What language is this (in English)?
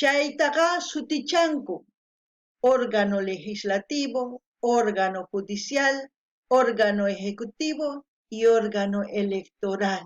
South Bolivian Quechua